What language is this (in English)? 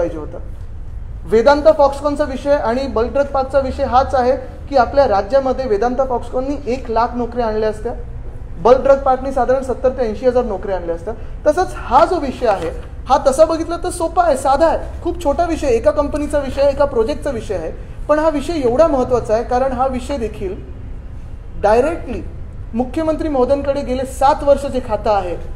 Marathi